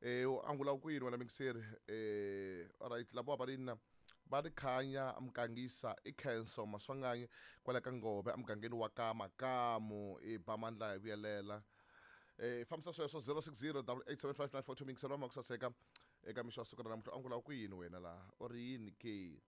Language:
Tsonga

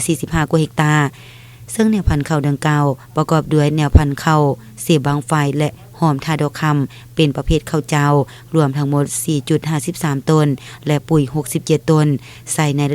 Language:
Lao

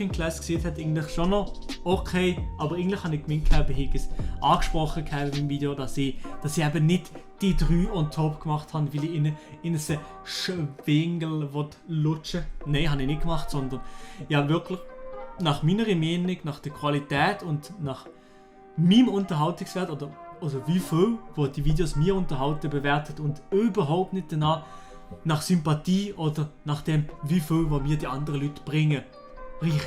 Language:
Swiss German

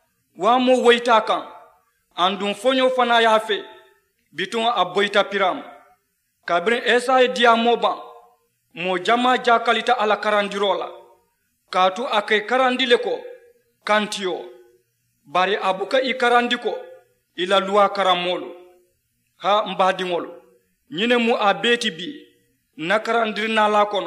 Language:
Mandingo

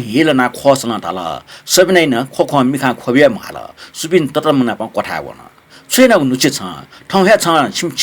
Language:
Newari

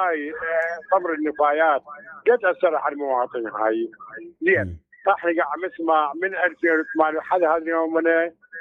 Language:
Mesopotamian Arabic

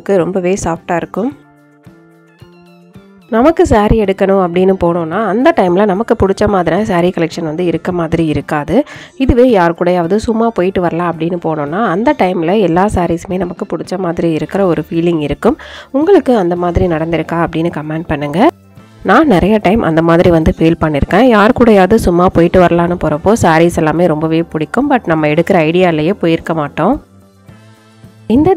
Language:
Tamil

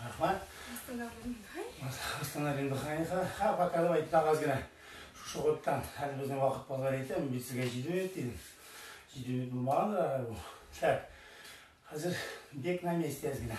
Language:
Tatar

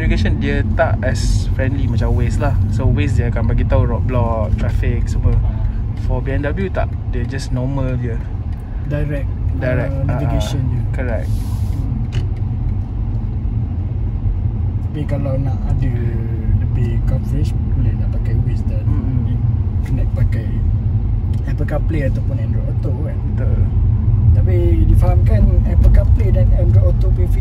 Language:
Malay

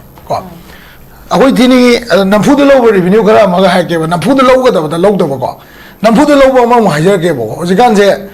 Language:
Manipuri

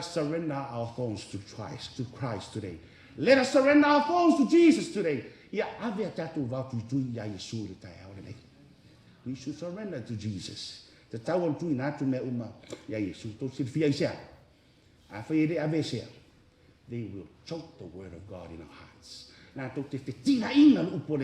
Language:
Samoan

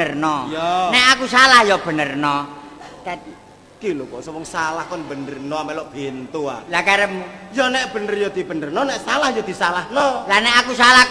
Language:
Javanese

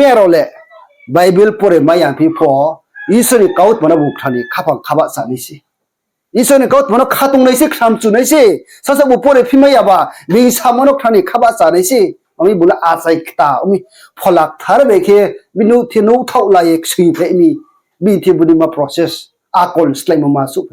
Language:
Riang (India)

